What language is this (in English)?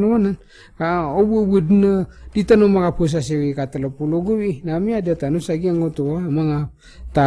Maranao